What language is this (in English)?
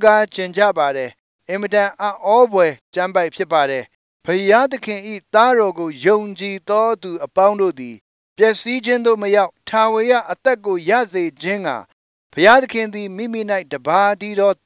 Burmese